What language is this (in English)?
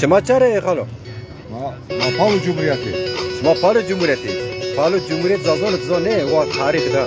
Zaza